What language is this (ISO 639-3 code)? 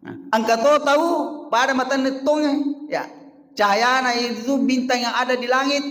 bug